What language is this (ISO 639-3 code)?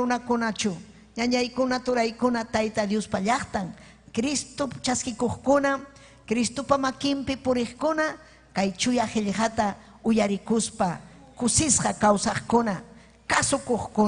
quy